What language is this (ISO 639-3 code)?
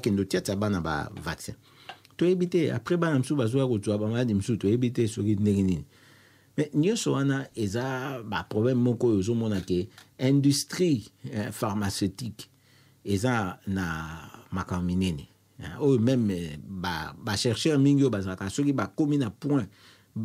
lin